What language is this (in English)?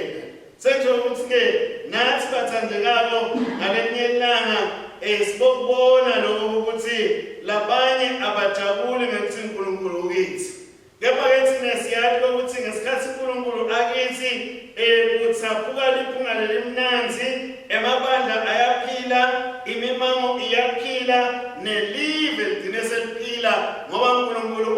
Swati